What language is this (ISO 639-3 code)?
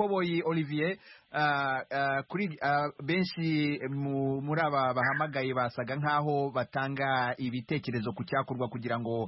kin